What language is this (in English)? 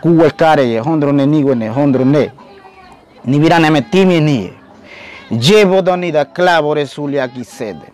Ngäbere